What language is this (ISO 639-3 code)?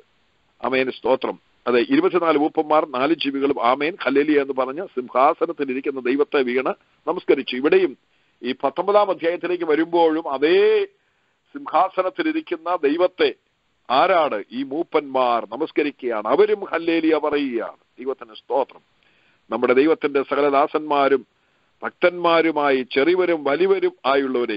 mal